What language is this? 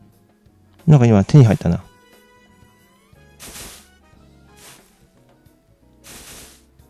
Japanese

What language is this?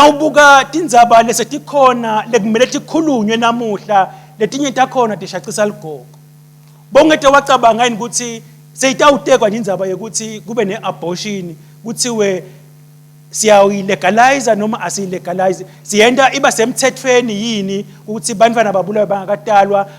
Swati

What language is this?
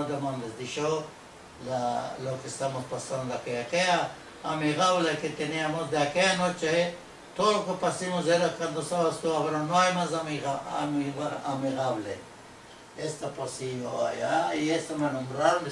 Ladino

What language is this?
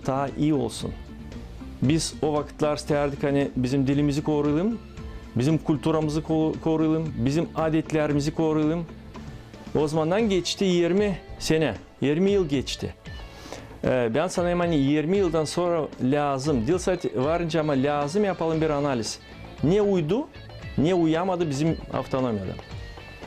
Gagauz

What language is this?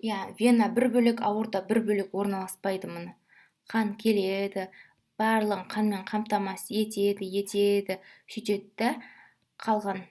Kazakh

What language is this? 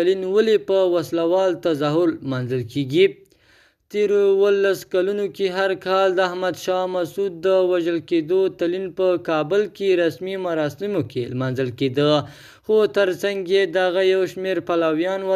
Pashto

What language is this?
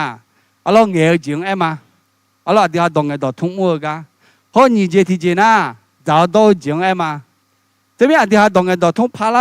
Akha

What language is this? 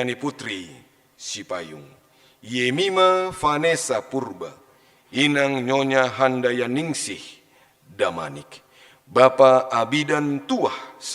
Batak Simalungun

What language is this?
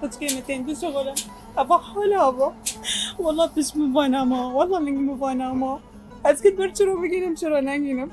Kurdish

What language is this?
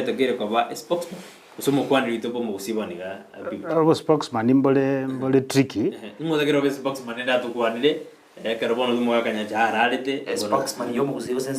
Gusii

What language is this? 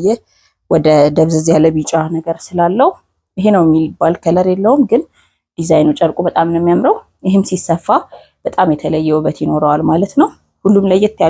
Amharic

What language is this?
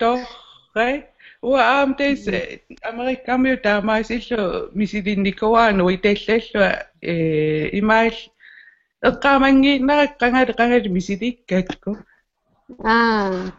Kalaallisut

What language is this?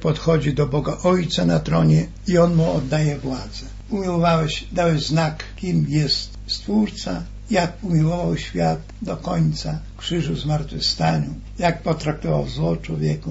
Polish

